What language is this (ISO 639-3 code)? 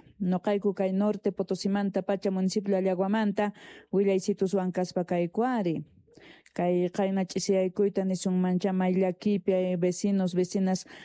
quh